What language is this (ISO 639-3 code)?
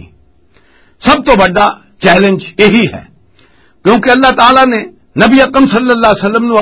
lah